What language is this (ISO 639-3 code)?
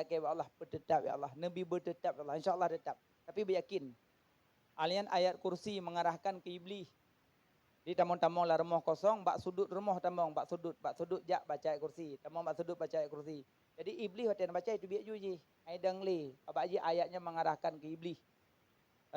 ace